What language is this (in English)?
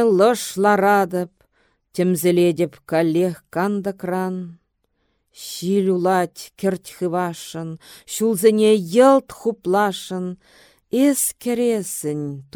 Chuvash